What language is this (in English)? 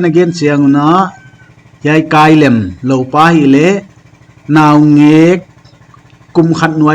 Paite Chin